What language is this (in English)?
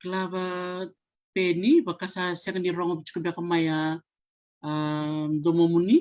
Fijian